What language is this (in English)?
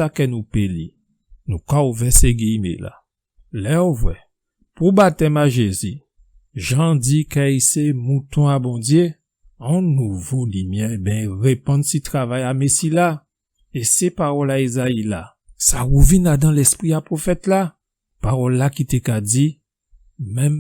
Guadeloupean Creole French